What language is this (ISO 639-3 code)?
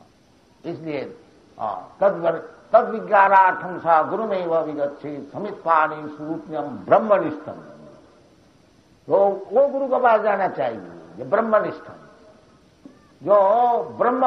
hin